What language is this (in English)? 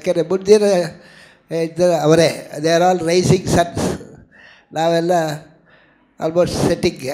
Kannada